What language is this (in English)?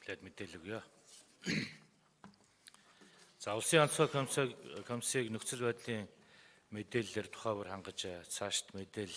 Mongolian